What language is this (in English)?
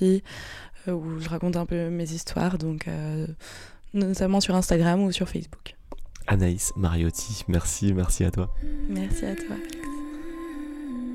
French